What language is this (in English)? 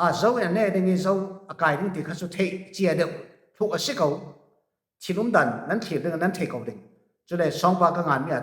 Falam Chin